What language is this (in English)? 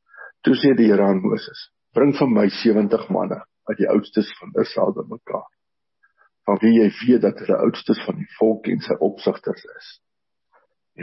Afrikaans